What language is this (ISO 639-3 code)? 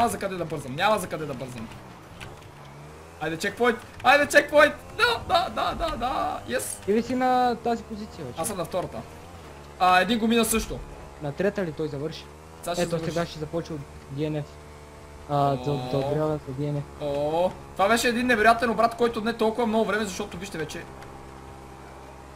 bul